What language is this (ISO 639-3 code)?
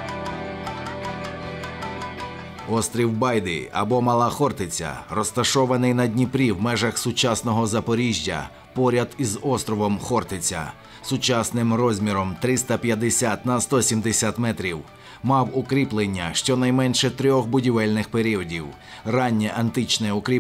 ukr